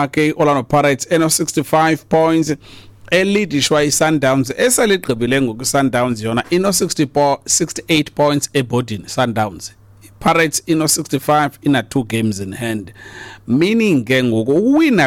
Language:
Xhosa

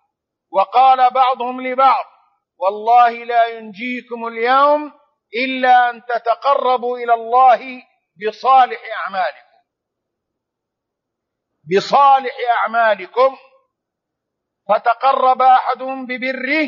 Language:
Arabic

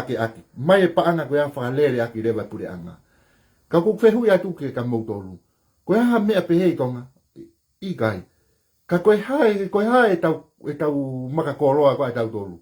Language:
Tongan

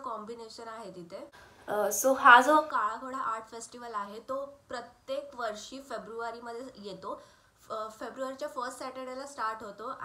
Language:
Marathi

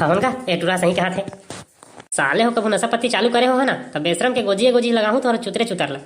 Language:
Chhattisgarhi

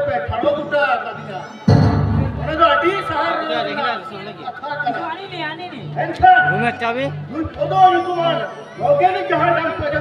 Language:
Santali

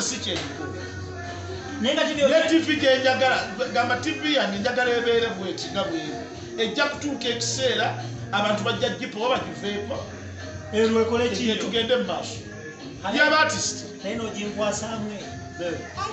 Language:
Ganda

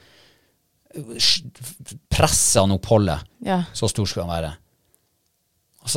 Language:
Norwegian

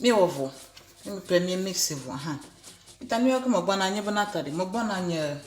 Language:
Ewe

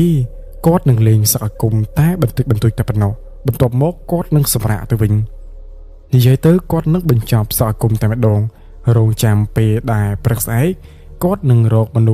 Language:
Khmer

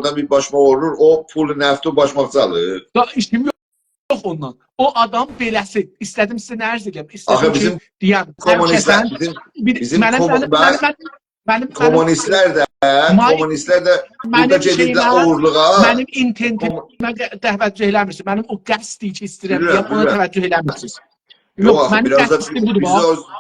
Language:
South Azerbaijani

